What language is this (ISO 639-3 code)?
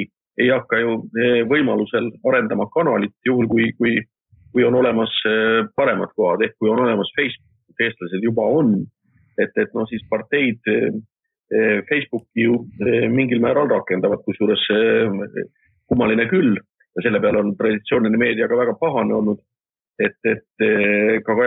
est